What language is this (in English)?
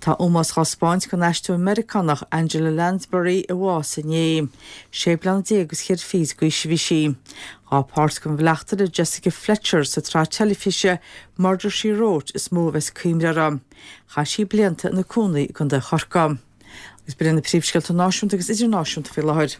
Irish